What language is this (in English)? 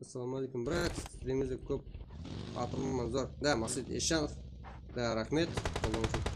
Kara-Kalpak